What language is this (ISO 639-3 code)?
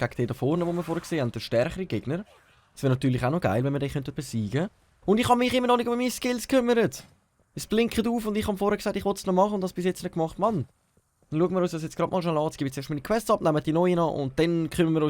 gsw